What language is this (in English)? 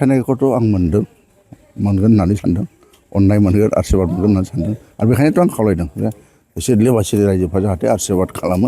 Bodo